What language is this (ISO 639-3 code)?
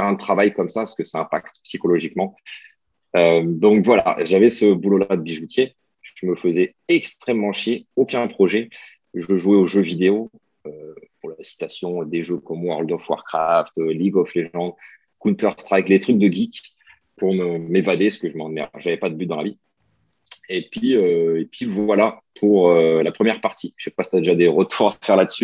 fra